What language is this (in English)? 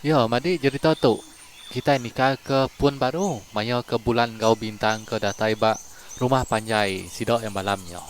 Iban